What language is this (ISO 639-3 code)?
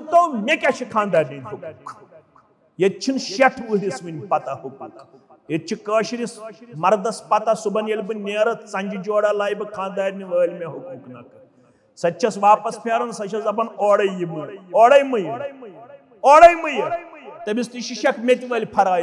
kas